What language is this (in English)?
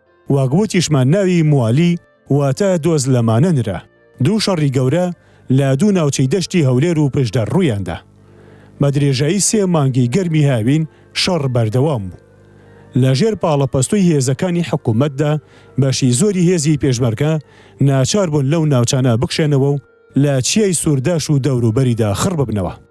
Central Kurdish